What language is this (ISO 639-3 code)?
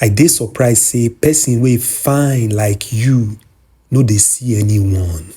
pcm